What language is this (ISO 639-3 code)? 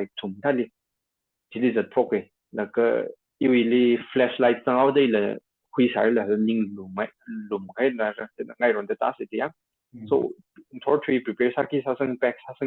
nmf